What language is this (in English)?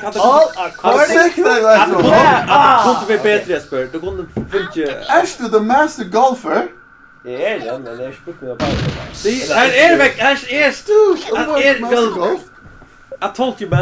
Faroese